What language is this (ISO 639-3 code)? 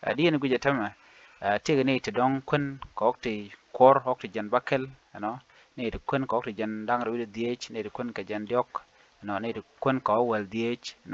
nus